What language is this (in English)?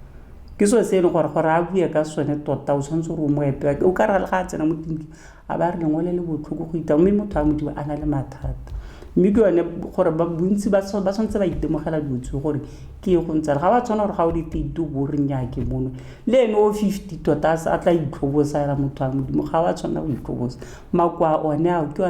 Tswana